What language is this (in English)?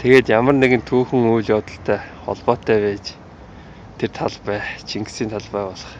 Mongolian